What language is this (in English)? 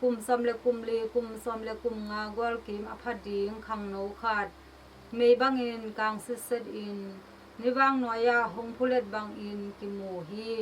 Tedim Chin